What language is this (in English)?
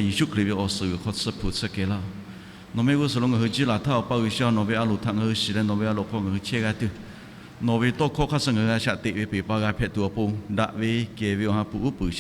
Lahu